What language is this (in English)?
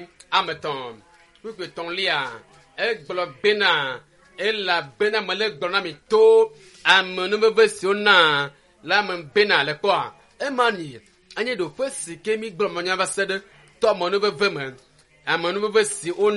Ewe